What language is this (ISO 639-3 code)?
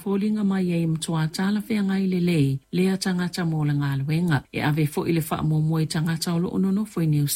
smo